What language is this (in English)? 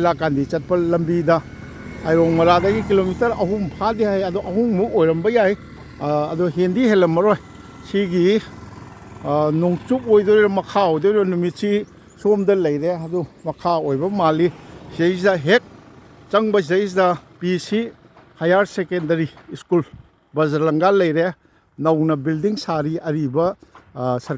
Manipuri